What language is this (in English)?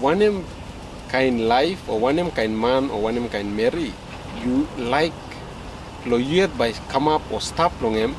Tok Pisin